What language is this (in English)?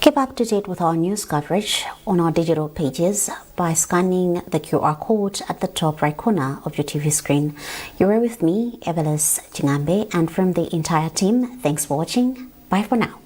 English